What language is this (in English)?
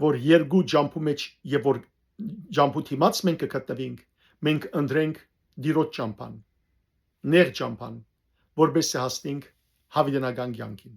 Western Armenian